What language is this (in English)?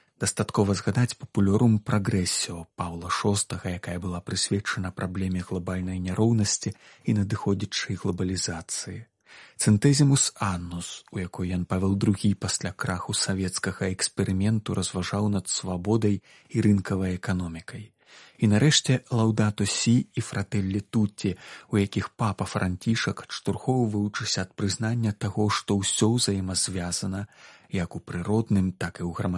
Belarusian